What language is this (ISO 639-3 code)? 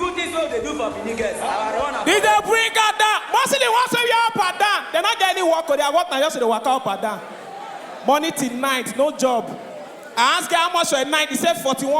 pcm